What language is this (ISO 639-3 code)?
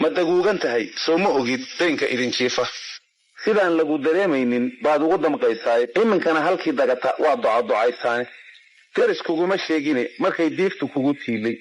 som